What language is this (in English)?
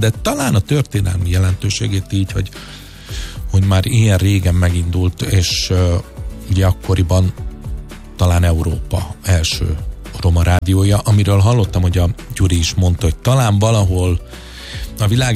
Hungarian